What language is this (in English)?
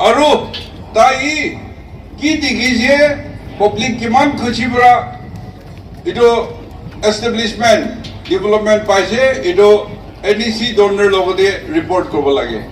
Naga Pidgin